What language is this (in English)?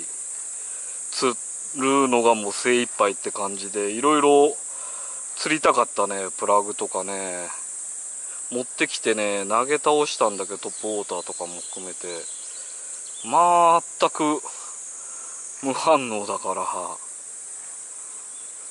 Japanese